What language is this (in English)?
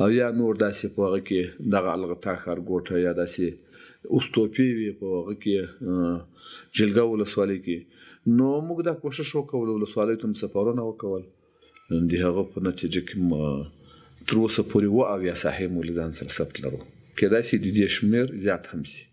Pashto